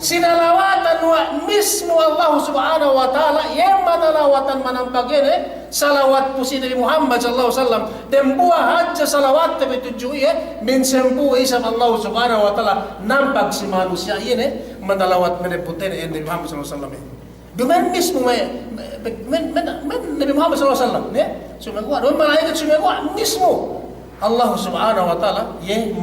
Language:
Yakan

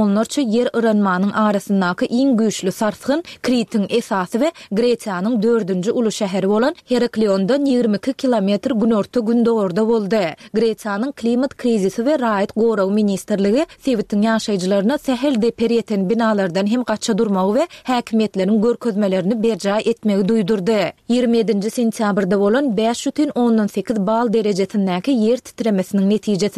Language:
Turkmen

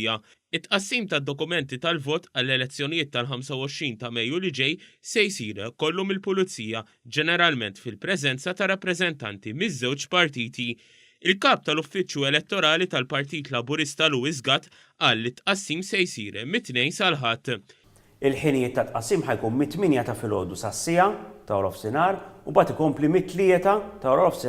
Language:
Maltese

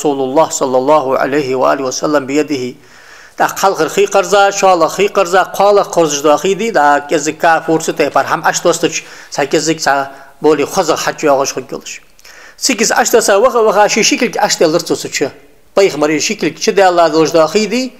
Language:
Ingush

